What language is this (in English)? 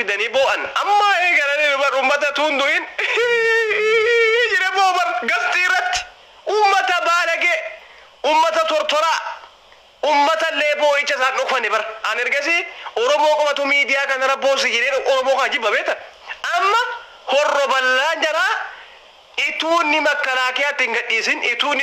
Oromo